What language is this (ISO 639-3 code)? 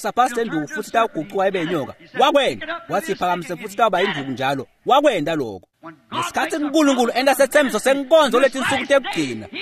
ssw